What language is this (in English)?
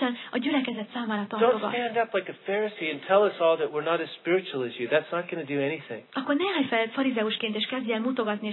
Hungarian